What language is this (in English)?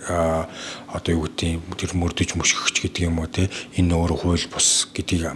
Mongolian